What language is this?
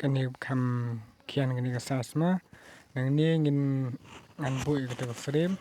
Khasi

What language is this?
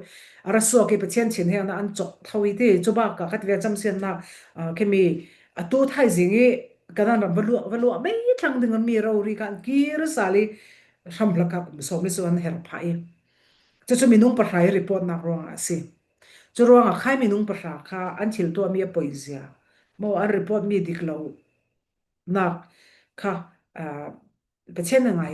Falam Chin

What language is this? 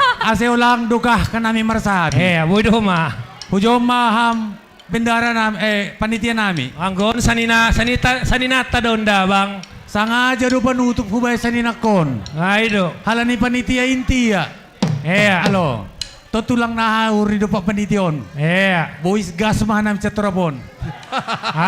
Batak Simalungun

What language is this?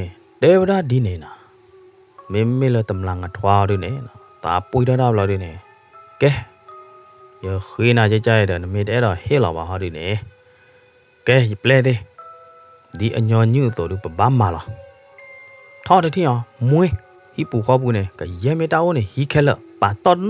S'gaw Karen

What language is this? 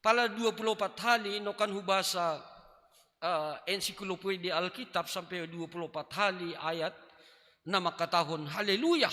Batak Simalungun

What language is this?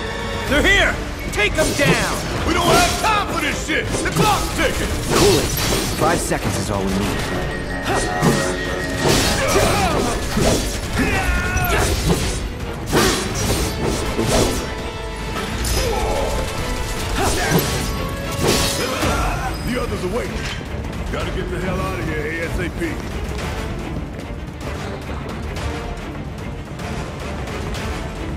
English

